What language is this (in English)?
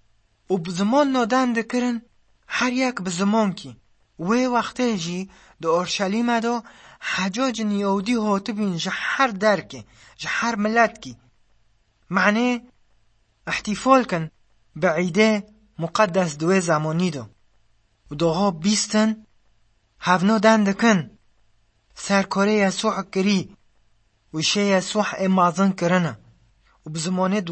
Kurdish